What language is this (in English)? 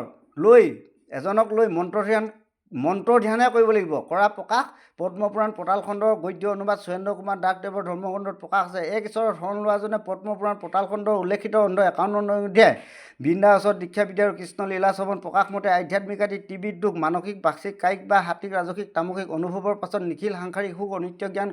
Assamese